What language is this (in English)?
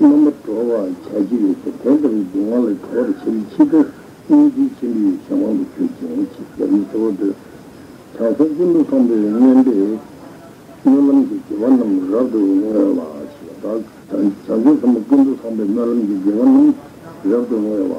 Tibetan